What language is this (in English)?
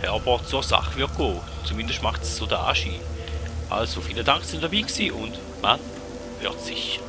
Swiss German